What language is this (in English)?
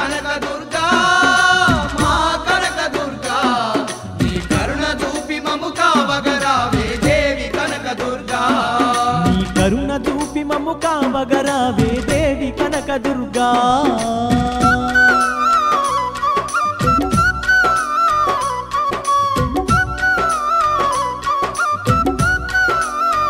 Telugu